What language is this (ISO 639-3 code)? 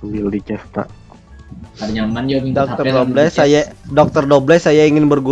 bjn